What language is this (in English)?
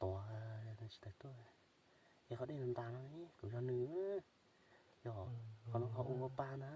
Hmong